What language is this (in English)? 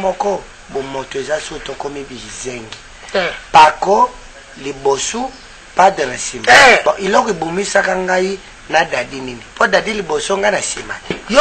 Lingala